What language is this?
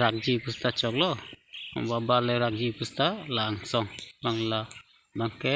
Karbi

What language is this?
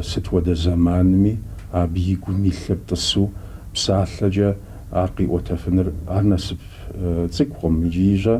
Kabardian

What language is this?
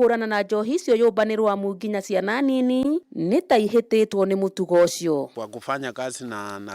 Kikuyu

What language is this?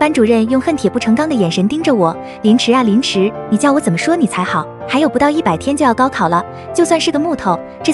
Chinese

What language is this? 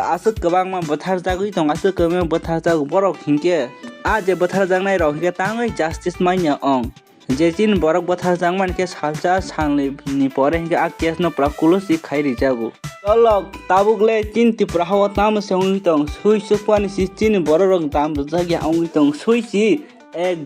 Kok Borok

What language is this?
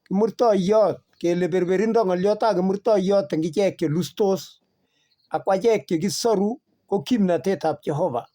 Kalenjin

